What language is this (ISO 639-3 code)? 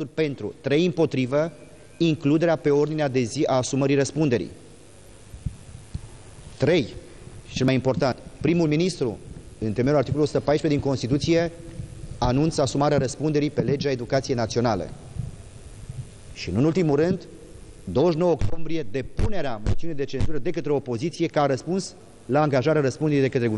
ron